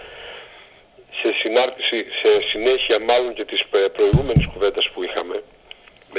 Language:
Greek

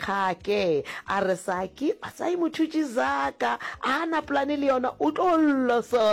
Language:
Northern Sotho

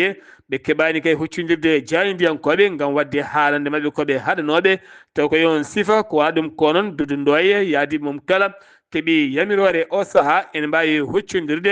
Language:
Fula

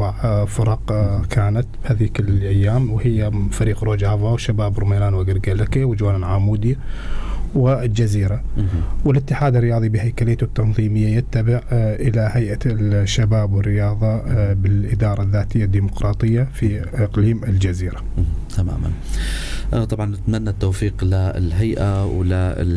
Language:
North Levantine Arabic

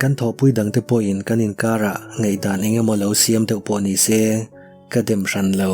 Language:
Mizo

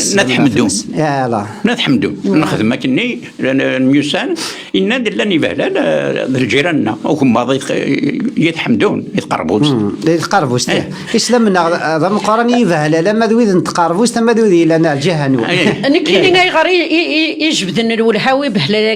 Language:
Kabyle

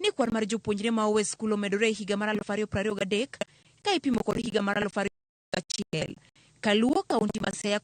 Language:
Luo (Kenya and Tanzania)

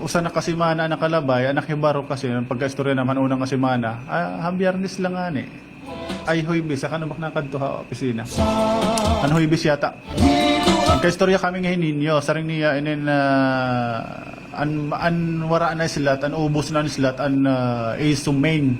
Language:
Waray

